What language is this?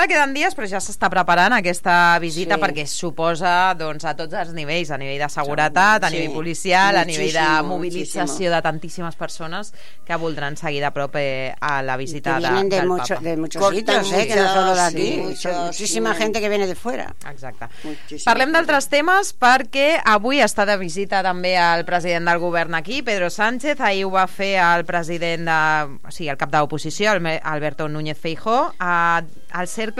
Catalan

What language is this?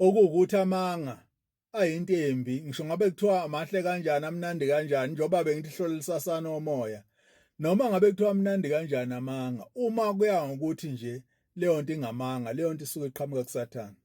Zulu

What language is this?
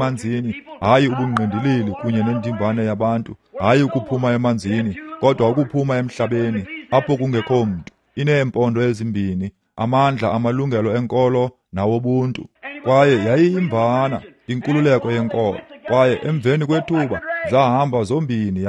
Xhosa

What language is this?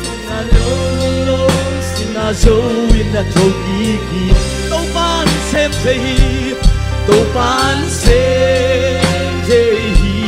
Tedim Chin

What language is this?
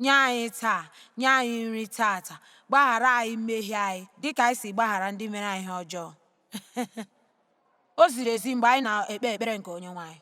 Igbo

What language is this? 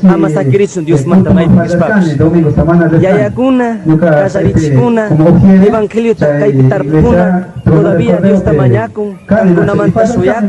Chimborazo Highland Quichua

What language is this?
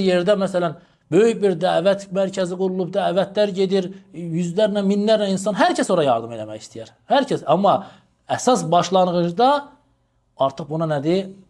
Azerbaijani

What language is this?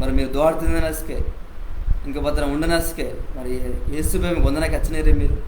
Koya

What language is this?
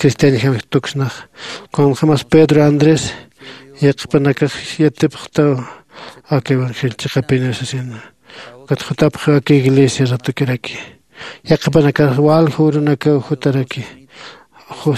Aymara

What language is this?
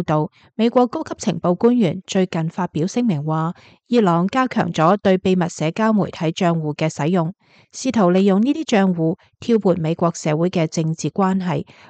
Cantonese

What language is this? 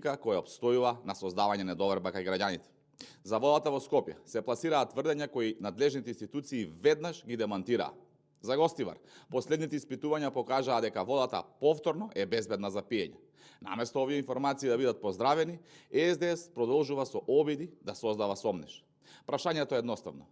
Macedonian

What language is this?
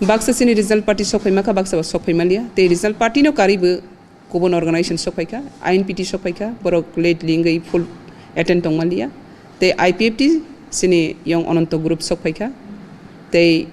Kok Borok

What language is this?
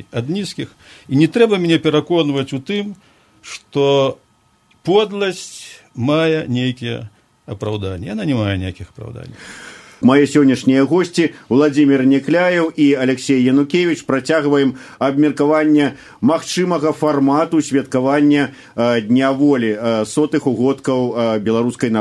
Belarusian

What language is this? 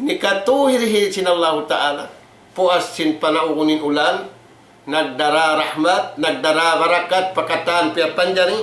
Tausug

